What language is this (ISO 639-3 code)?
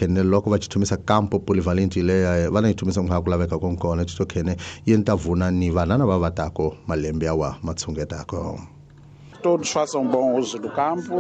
tso